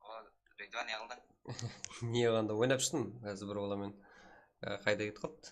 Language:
Kara-Kalpak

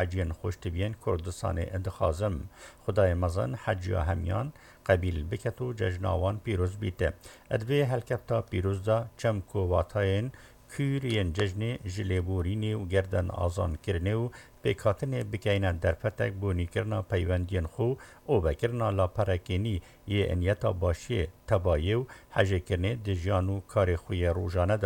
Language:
Kurdish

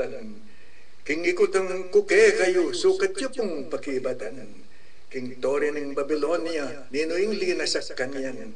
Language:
Pampanga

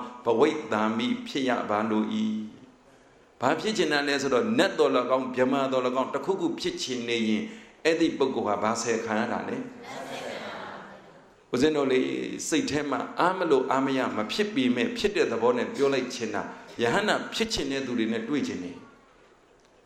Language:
Burmese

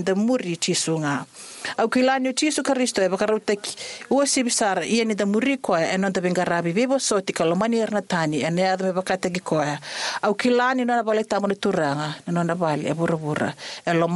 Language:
Fijian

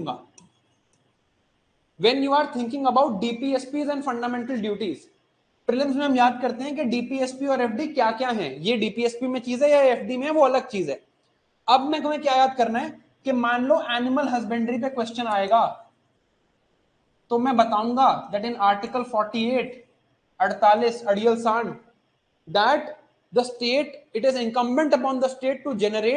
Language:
Hindi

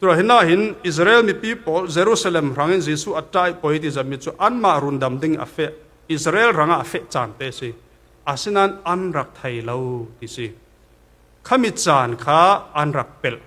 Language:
Falam Chin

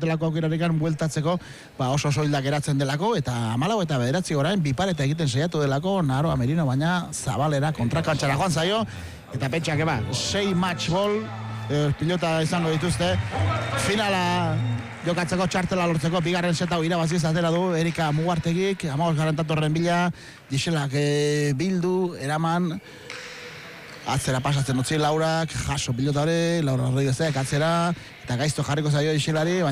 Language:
Basque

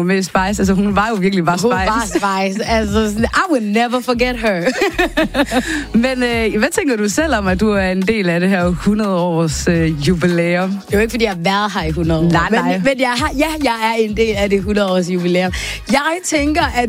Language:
Danish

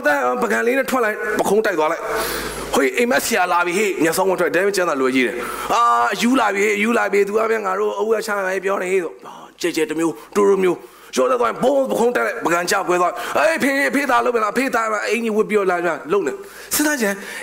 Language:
Burmese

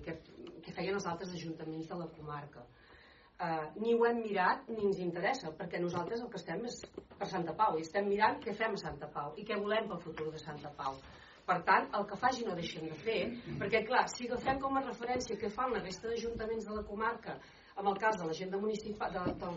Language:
Catalan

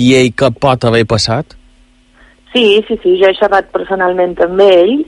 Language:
Catalan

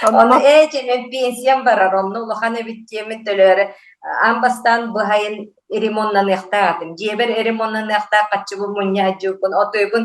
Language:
Yakut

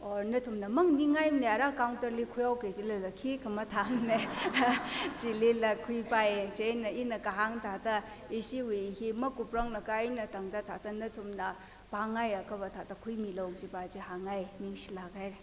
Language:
Tangkhul Naga (India)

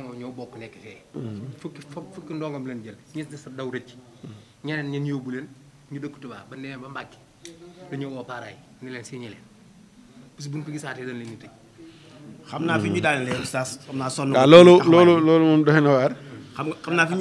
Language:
Wolof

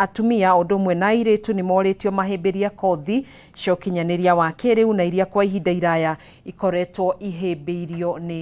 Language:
Kikuyu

